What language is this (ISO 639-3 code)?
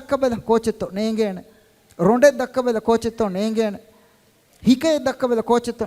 div